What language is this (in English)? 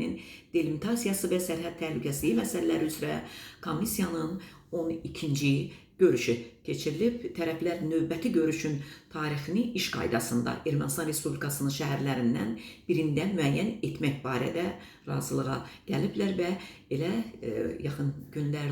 Azerbaijani